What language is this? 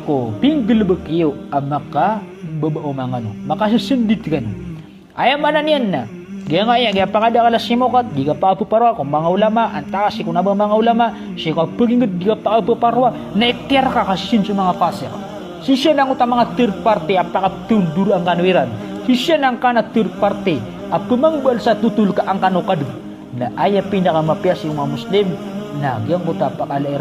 Maranao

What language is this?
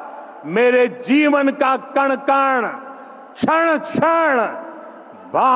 Hindi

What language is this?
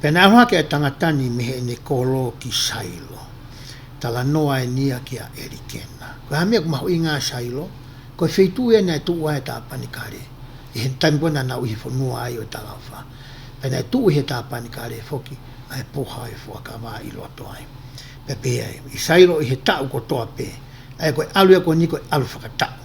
Tongan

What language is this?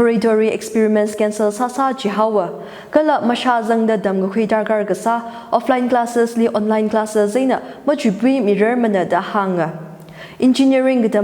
Tangkhul Naga (India)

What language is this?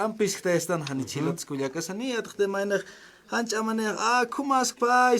Aymara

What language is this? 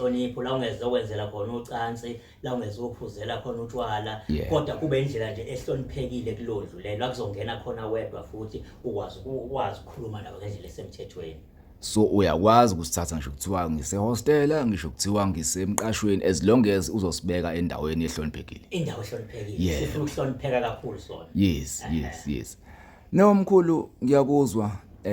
Zulu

